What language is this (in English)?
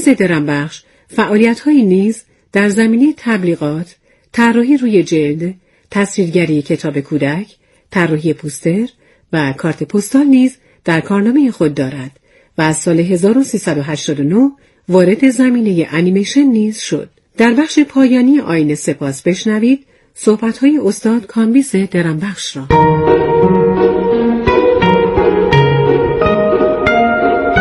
Persian